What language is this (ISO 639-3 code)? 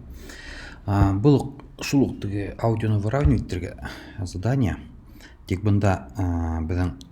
bak